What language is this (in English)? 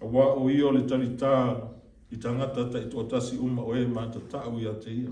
Samoan